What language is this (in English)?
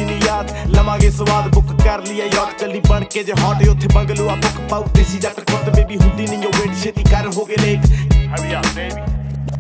Punjabi